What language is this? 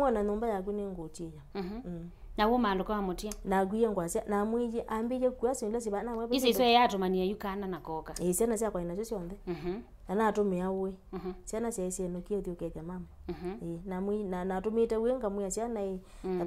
Kamba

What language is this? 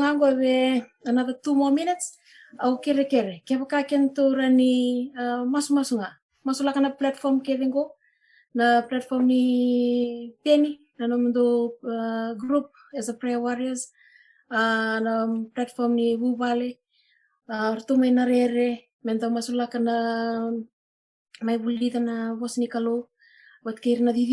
Fijian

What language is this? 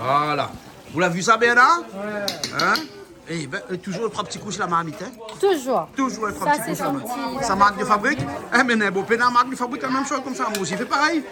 Réunion Creole French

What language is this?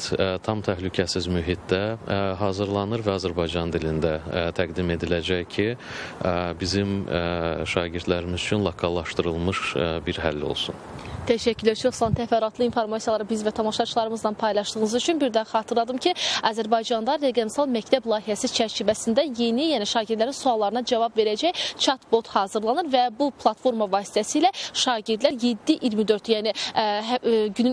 Azerbaijani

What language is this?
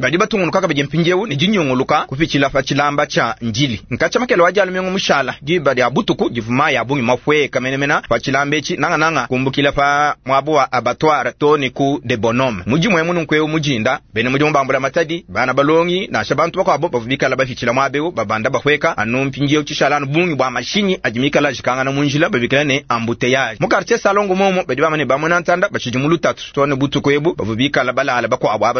Luba-Lulua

